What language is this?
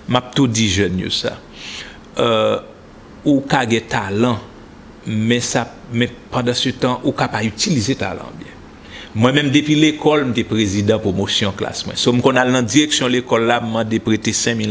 Haitian Creole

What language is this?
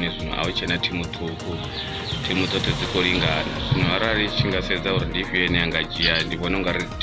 Venda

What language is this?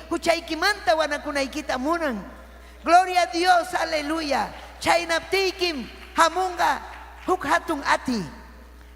Ayacucho Quechua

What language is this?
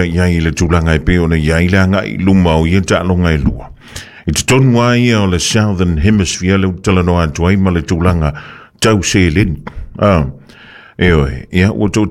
Samoan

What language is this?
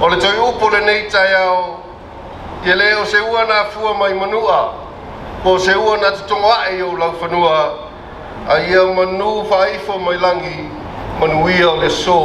Samoan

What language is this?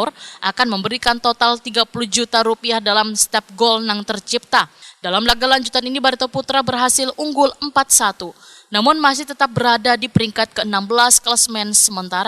Banjar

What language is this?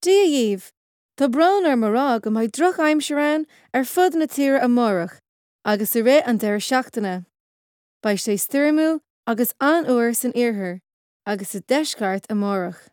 Irish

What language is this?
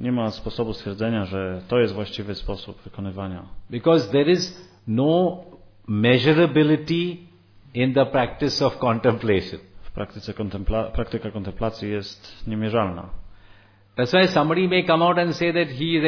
Polish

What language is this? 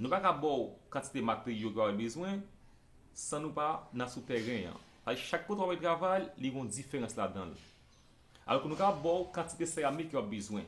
Haitian Creole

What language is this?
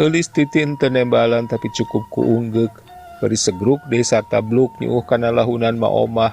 Sundanese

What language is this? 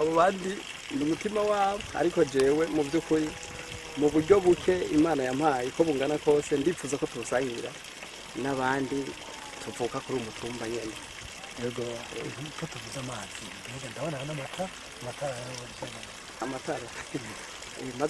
Rundi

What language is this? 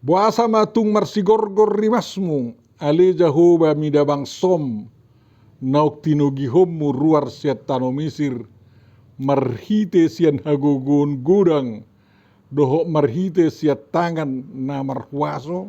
Batak Toba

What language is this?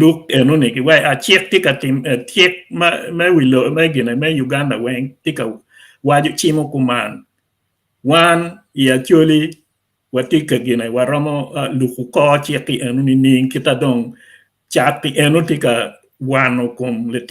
Acoli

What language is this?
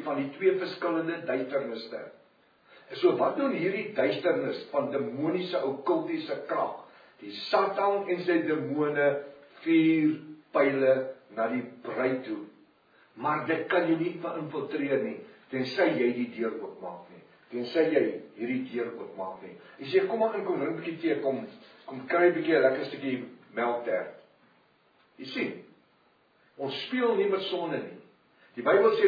Afrikaans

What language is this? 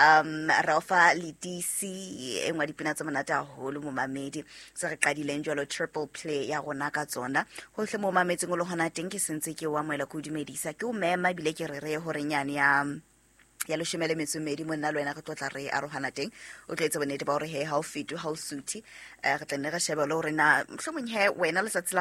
Southern Sotho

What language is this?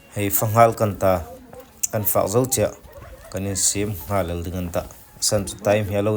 Hmar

